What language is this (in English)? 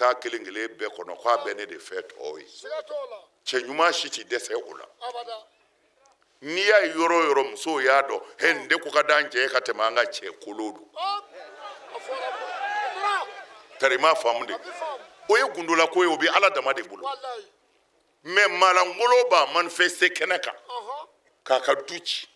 Bambara